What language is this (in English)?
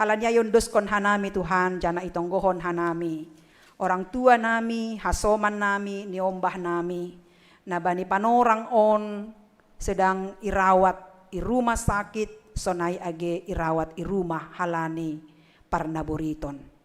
Batak Simalungun